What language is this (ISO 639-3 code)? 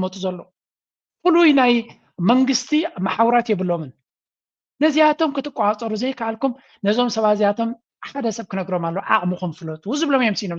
tir